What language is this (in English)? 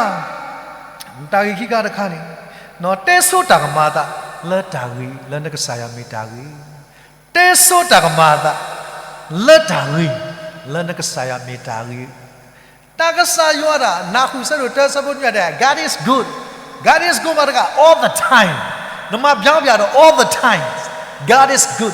S'gaw Karen